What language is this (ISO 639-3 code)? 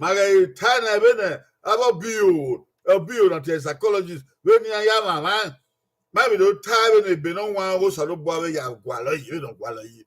bin